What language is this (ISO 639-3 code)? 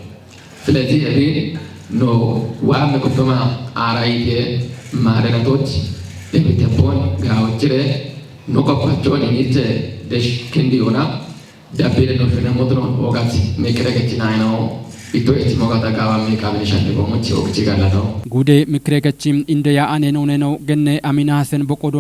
kbr